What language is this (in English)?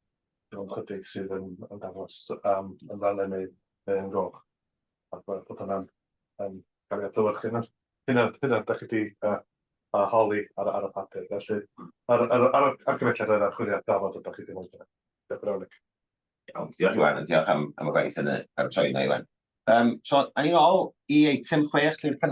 Welsh